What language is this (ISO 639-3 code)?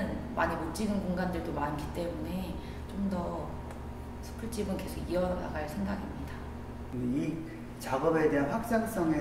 kor